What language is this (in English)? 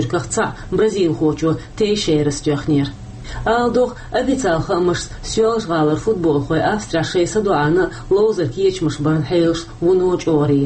Chechen